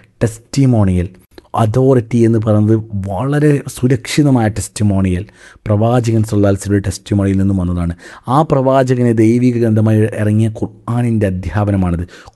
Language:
Malayalam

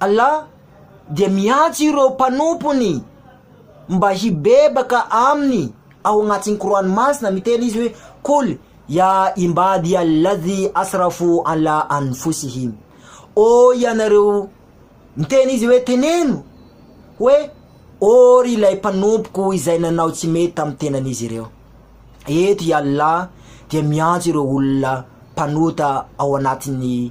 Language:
Malagasy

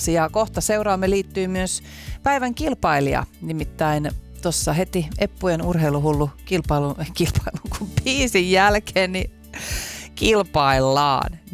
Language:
Finnish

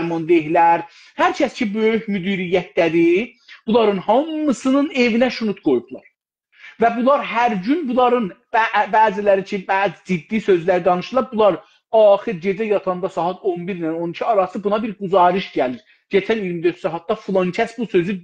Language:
South Azerbaijani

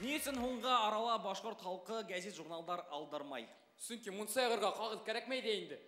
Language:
Bashkir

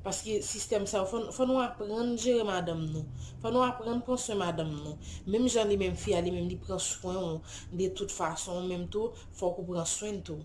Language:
Haitian Creole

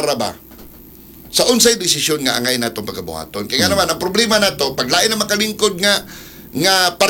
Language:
Cebuano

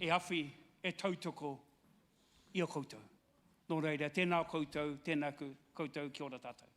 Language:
Māori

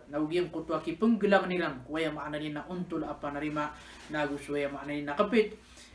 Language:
Maranao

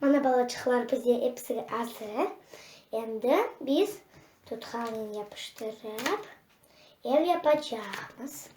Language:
Crimean Tatar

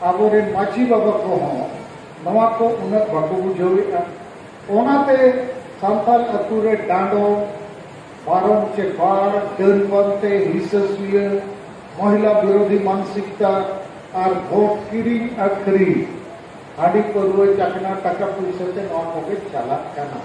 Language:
Santali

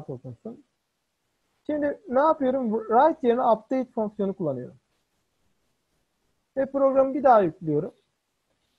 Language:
Turkish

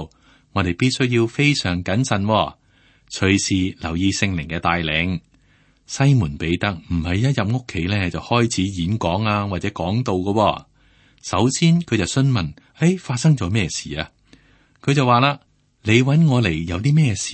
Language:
Cantonese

